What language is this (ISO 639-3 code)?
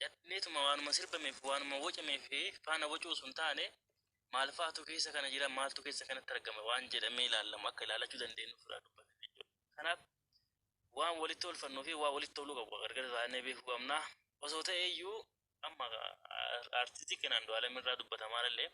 orm